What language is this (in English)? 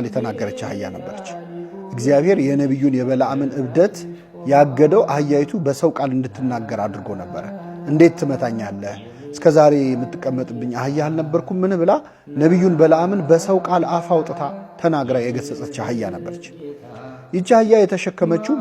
Amharic